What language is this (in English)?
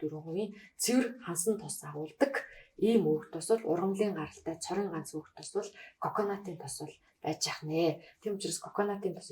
Mongolian